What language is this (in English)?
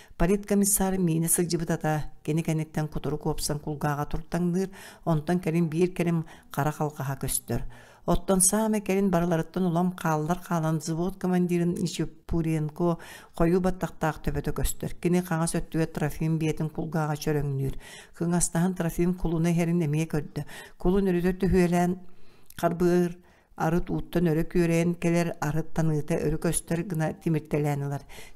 Yakut